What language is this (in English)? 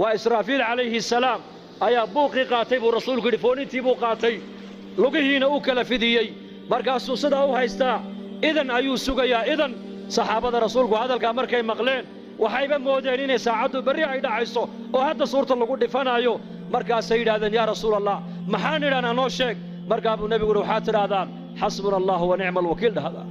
Somali